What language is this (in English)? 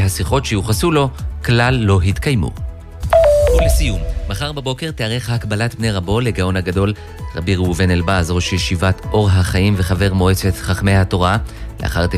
Hebrew